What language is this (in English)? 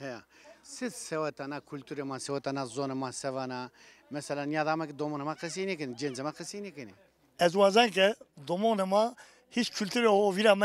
Zaza